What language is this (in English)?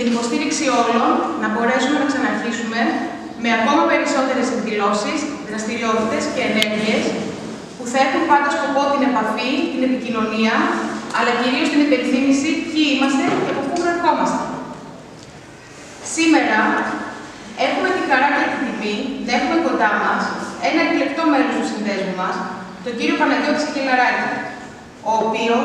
Greek